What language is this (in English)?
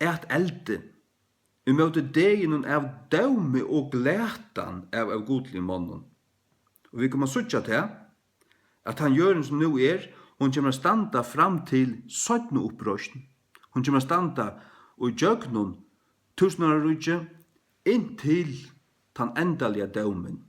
Faroese